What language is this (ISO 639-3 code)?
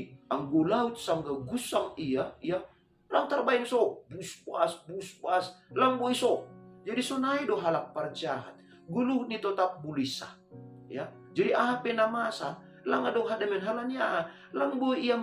bts